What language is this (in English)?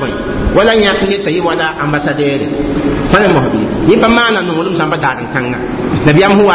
Mossi